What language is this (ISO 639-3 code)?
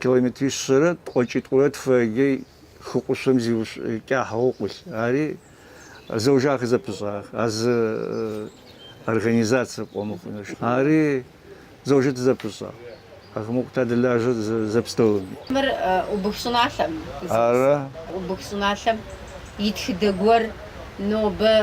kbd